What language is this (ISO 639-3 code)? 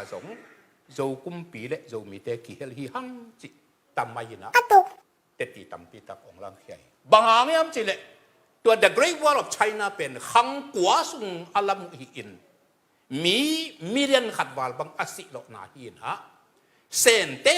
ctd